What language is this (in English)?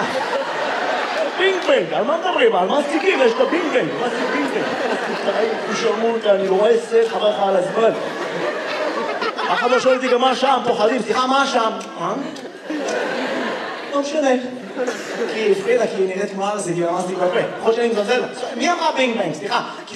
Hebrew